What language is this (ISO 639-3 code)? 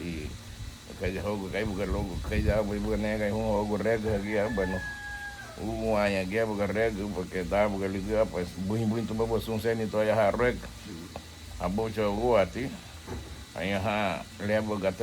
cab